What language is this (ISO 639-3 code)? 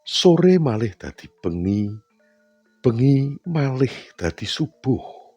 jav